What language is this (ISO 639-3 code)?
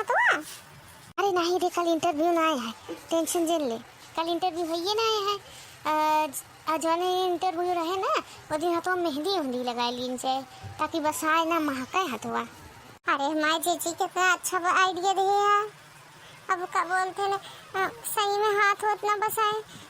awa